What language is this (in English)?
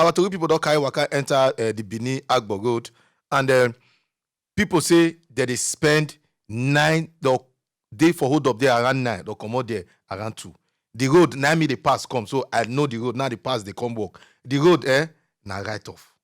Nigerian Pidgin